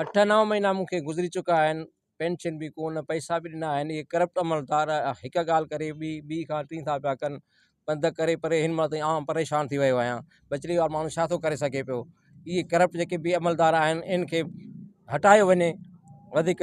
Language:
Sindhi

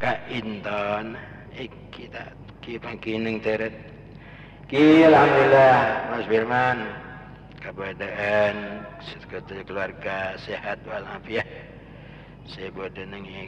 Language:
Madurese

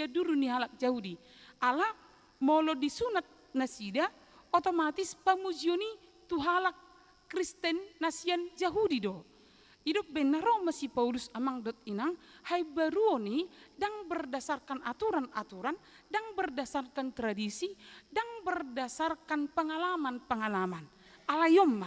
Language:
Batak Toba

